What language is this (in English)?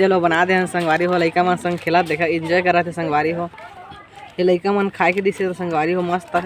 Chhattisgarhi